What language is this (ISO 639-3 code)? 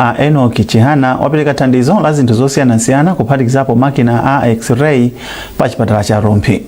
nya